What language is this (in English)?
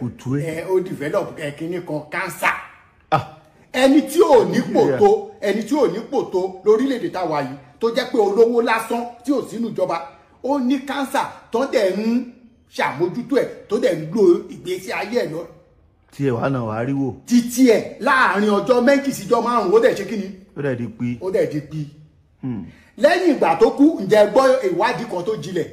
Yoruba